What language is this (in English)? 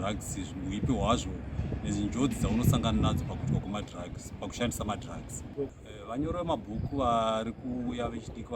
Shona